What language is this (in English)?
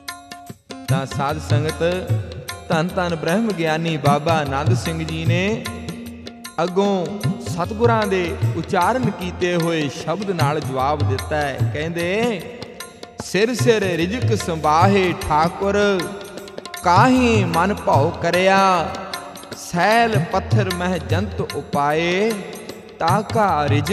Punjabi